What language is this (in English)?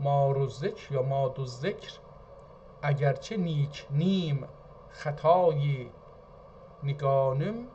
South Azerbaijani